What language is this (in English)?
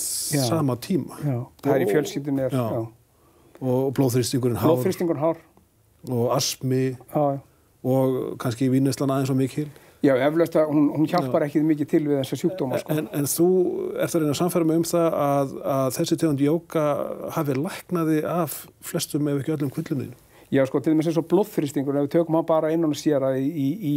Icelandic